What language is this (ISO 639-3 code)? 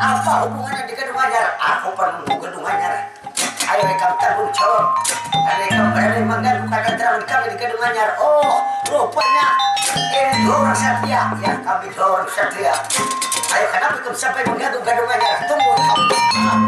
bjn